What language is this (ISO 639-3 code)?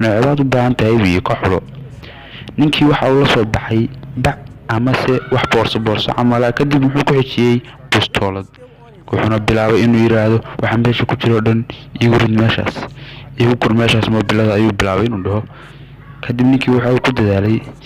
som